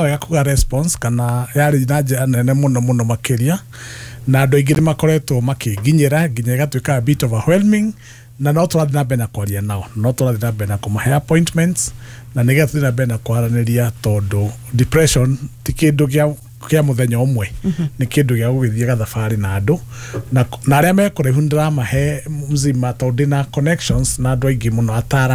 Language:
Kikuyu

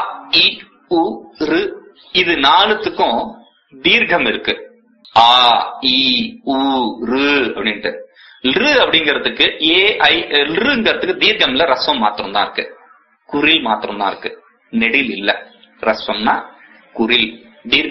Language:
Tamil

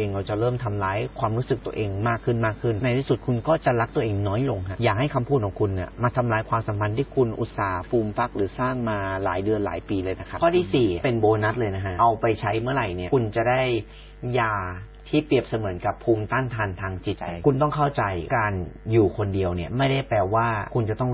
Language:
Thai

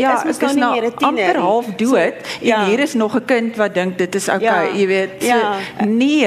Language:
Afrikaans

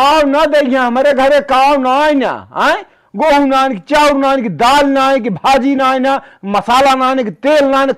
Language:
Awadhi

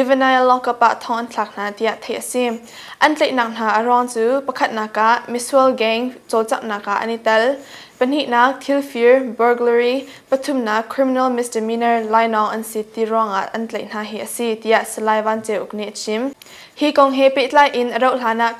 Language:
Hakha Chin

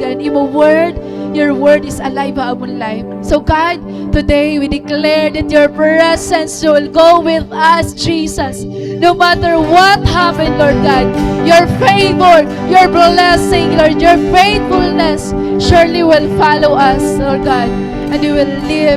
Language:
Waray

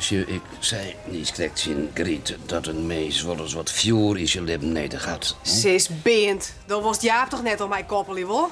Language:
Western Frisian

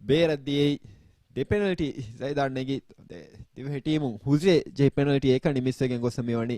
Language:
Divehi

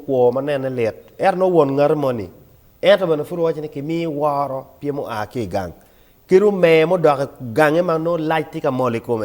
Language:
Acoli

